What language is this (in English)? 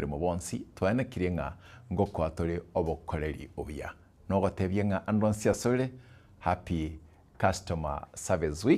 Gusii